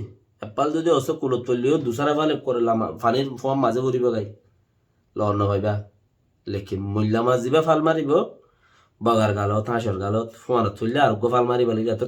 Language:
Rohingya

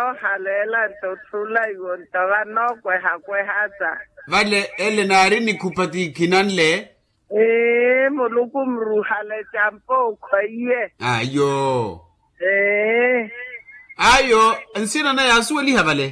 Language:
Makhuwa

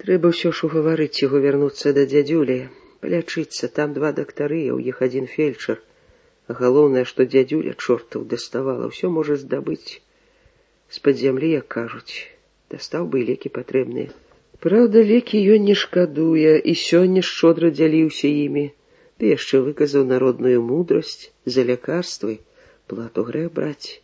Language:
Belarusian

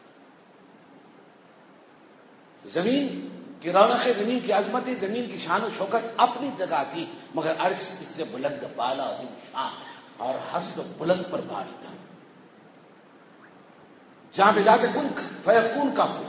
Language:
Urdu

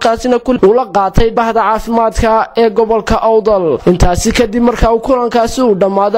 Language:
Somali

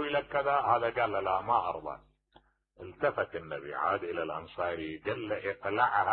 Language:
Mesopotamian Arabic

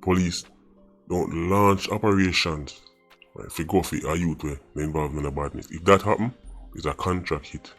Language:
Jamaican Creole English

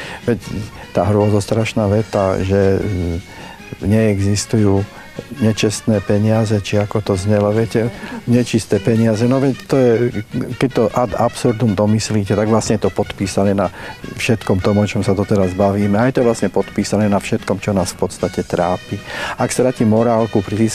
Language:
Slovak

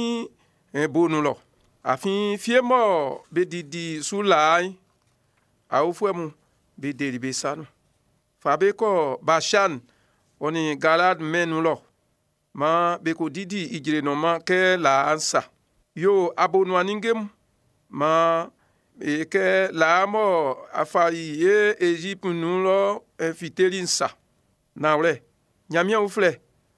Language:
Baoulé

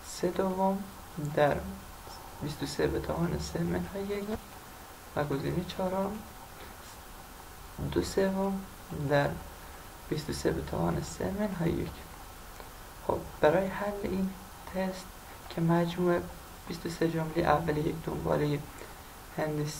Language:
Persian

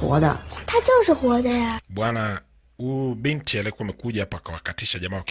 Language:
Swahili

